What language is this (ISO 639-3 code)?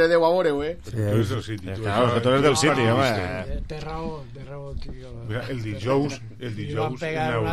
cat